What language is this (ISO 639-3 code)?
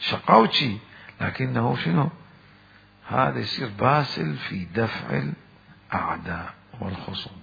acm